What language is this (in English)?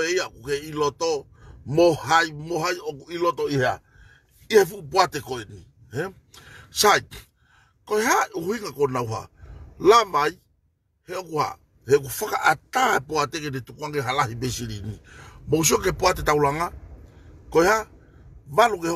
Tongan